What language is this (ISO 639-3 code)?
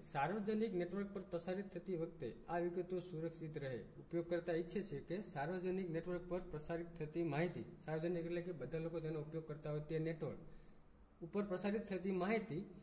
guj